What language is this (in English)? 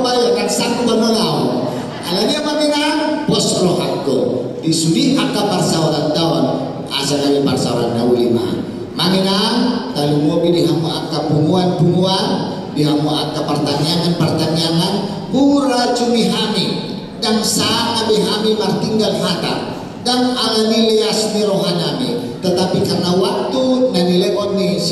Batak Toba